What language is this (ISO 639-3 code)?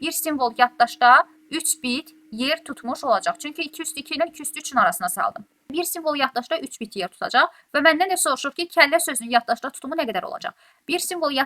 aze